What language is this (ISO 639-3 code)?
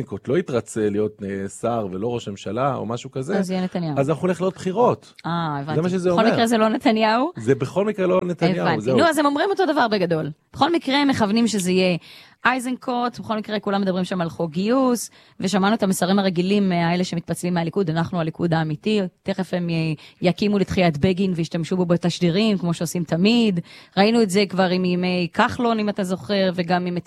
heb